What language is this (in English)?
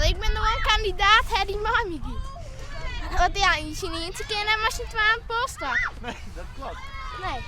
Western Frisian